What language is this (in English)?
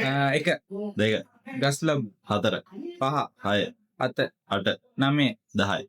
Sinhala